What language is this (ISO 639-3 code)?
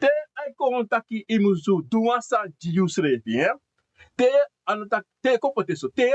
srn